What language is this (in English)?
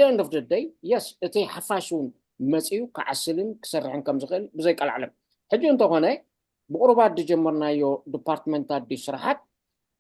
Tigrinya